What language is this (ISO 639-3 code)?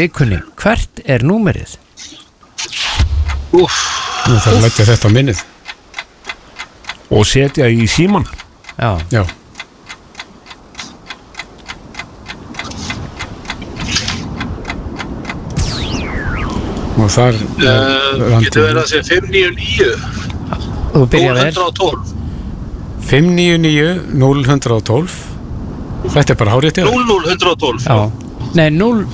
isl